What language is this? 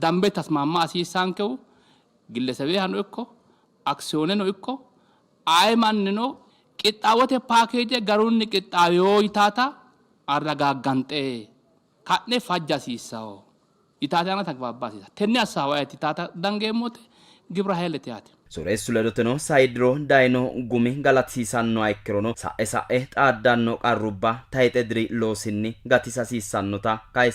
Sidamo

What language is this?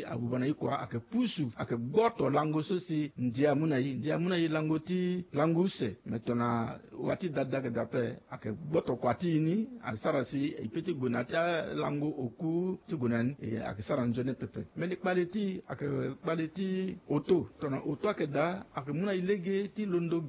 Sango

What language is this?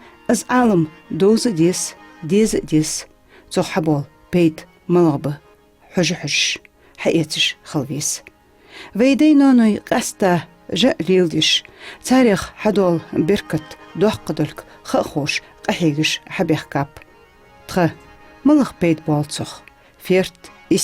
Ingush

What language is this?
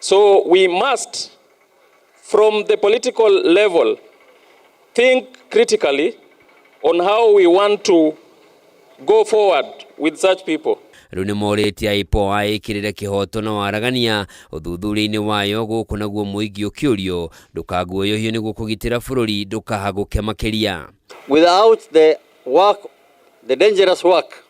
Kikuyu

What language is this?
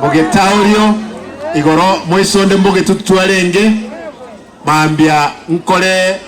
Gusii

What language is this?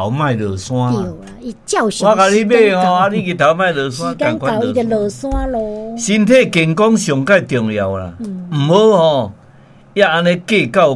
Min Nan Chinese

